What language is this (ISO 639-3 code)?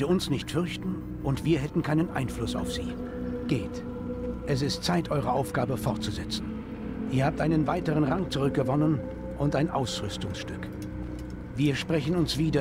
bar